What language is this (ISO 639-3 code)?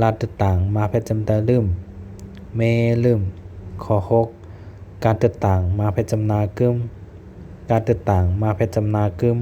shn